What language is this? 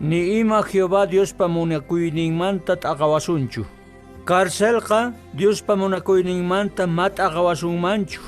Quechua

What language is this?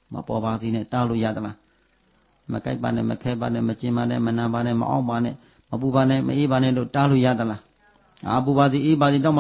Burmese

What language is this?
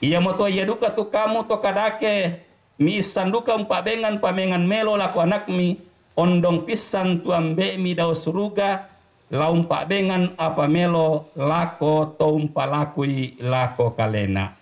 Toraja-Sa'dan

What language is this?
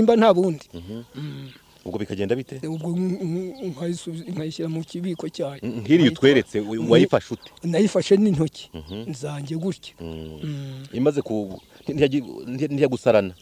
Kinyarwanda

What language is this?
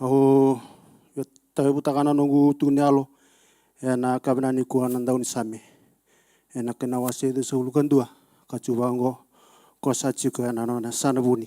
Fijian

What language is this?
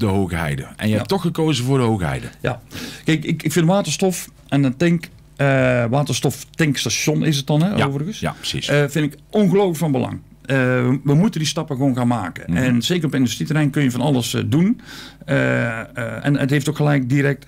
Dutch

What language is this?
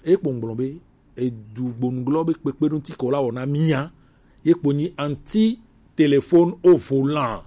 Gen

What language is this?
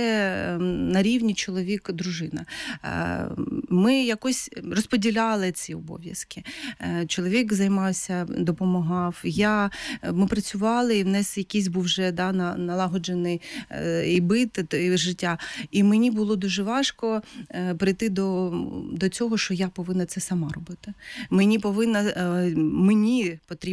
Ukrainian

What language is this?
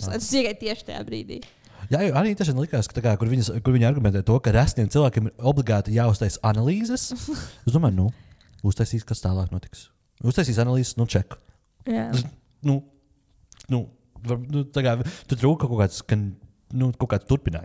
Latvian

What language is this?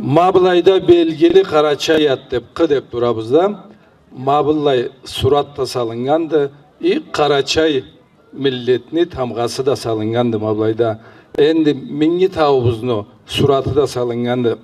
Karachay-Balkar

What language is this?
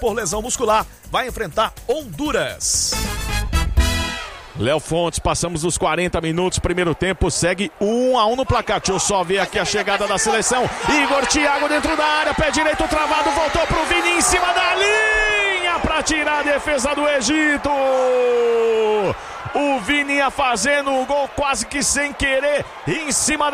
Portuguese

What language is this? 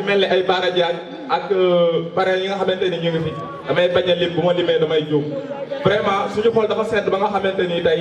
Wolof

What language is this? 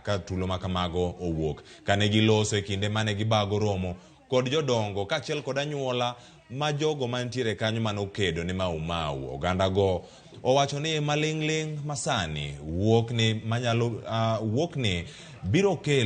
Luo (Kenya and Tanzania)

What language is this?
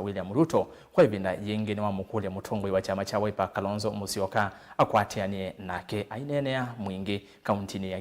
Kamba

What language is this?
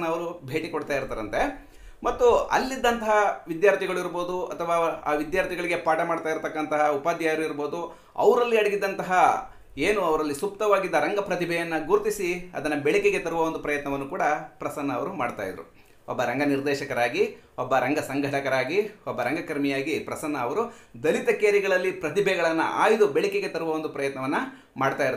Kannada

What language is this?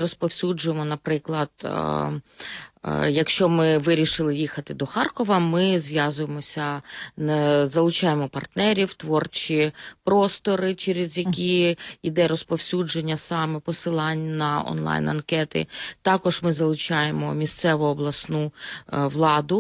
Ukrainian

